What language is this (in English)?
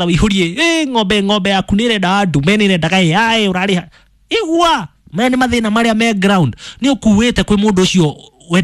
Kikuyu